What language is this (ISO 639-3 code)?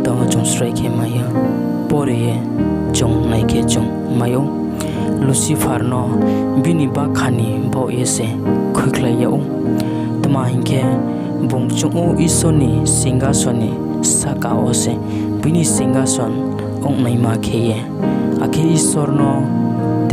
ria